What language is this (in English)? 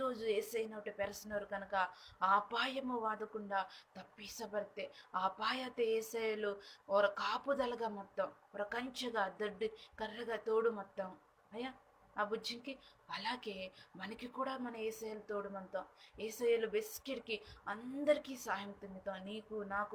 Koya